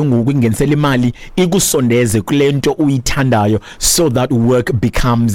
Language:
Xhosa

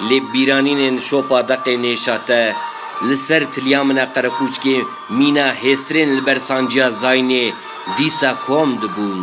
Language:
Kurdish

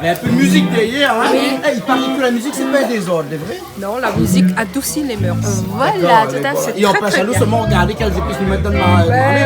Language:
Réunion Creole French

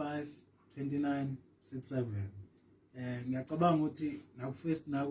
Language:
Zulu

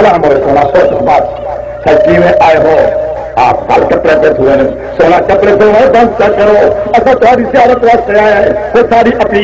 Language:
Saraiki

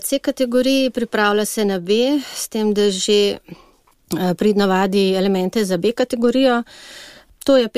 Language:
Slovenian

